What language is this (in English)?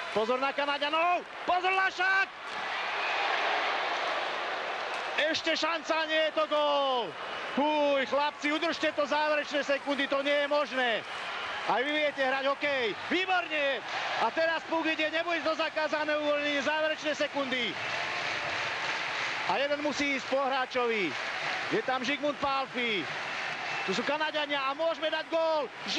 Slovak